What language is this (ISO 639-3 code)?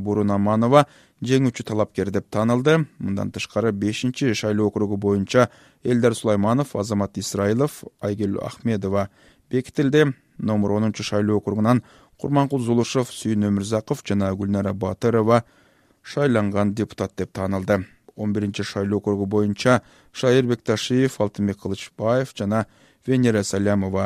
kir